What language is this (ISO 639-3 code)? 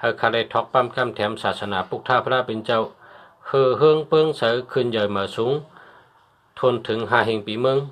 shn